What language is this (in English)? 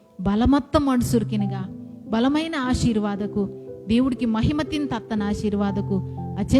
Koya